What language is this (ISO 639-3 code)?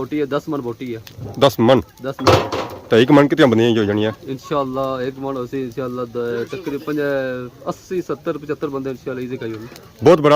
phr